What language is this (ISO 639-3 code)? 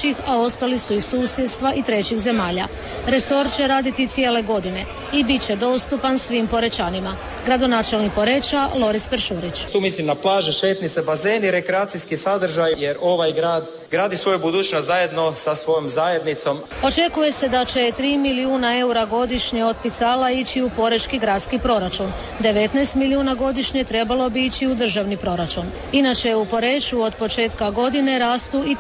hrv